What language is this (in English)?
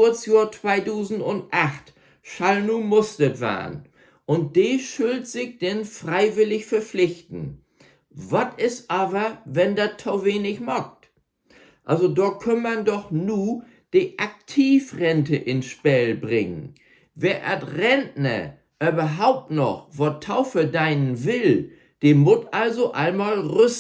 Low German